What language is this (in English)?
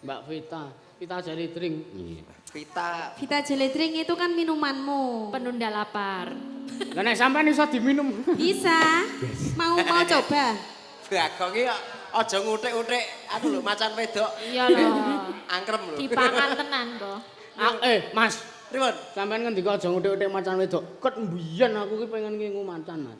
Javanese